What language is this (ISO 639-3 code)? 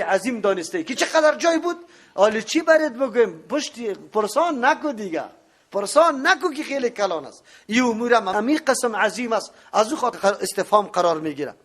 fas